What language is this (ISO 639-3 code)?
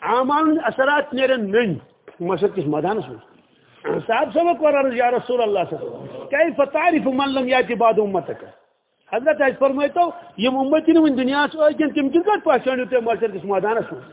kas